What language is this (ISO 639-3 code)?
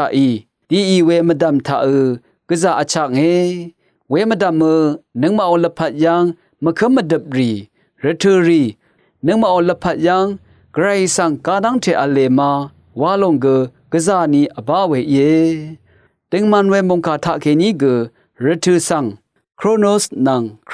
raw